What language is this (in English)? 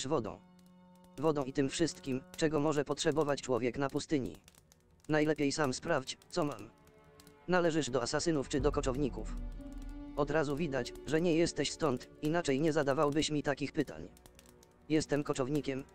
Polish